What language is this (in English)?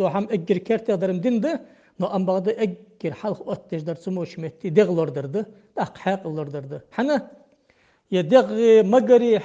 Ingush